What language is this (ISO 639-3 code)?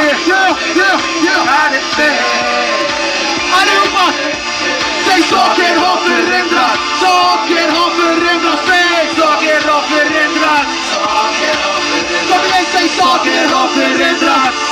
swe